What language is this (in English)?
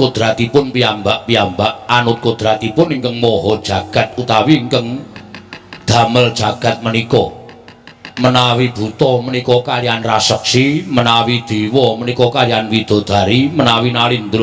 Javanese